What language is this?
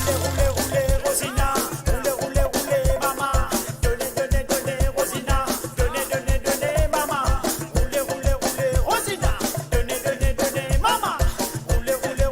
Morisyen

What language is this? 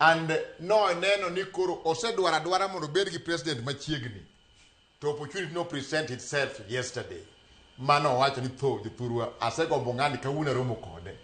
Luo (Kenya and Tanzania)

